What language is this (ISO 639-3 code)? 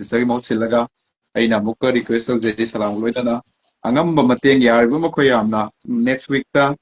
mni